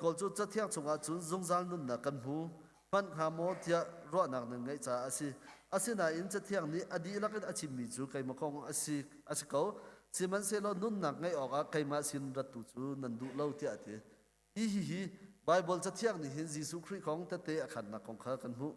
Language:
Hakha Chin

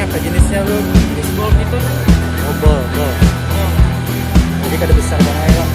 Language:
Banjar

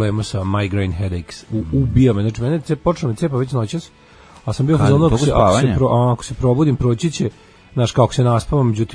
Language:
Serbian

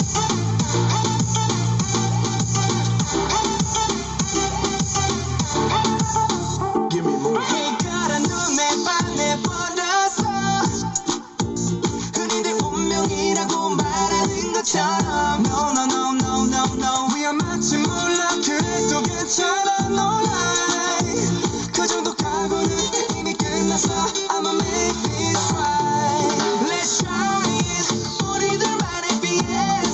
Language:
Korean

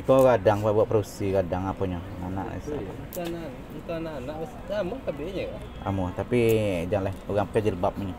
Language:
Minangkabau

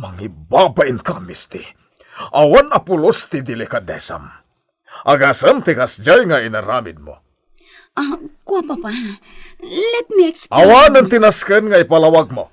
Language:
Iloko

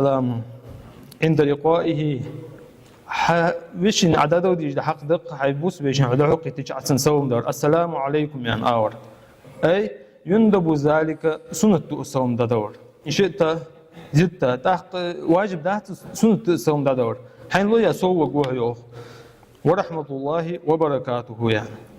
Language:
Ingush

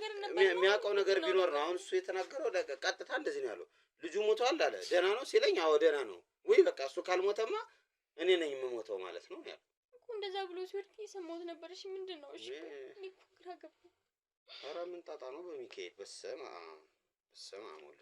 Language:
Amharic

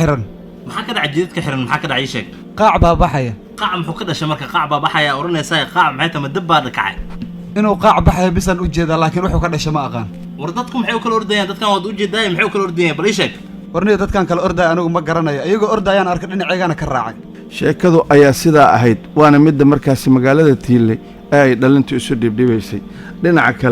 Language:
Somali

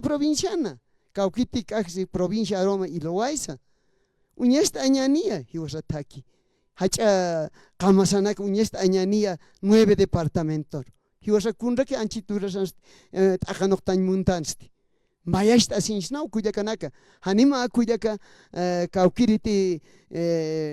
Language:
Aymara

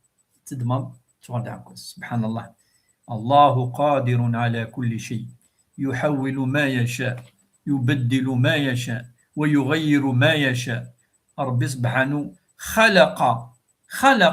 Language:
Kabyle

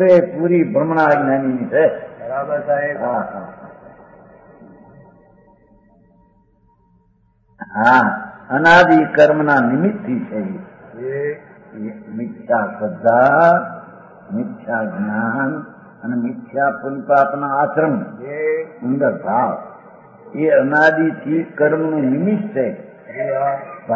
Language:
Gujarati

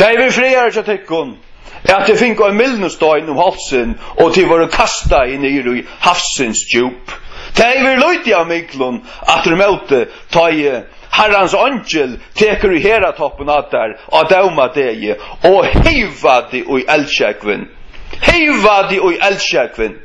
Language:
Faroese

